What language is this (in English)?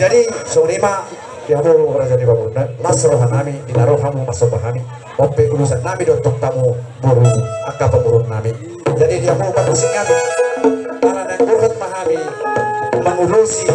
Batak Toba